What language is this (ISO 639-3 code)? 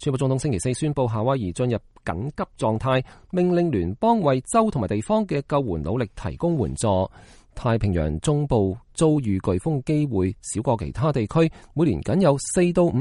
yue